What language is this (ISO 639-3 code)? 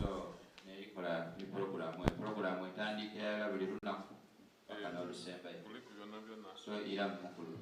xog